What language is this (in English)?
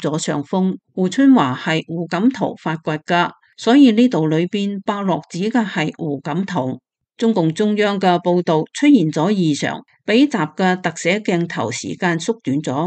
Cantonese